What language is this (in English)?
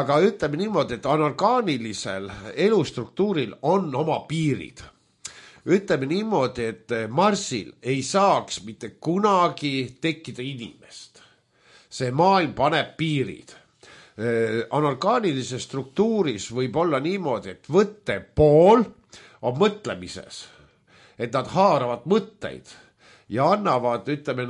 Estonian